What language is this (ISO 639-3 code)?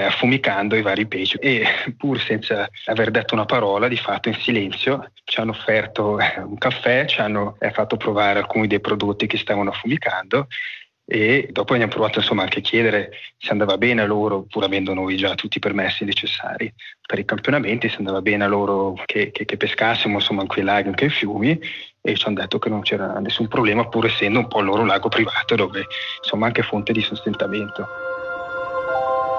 ita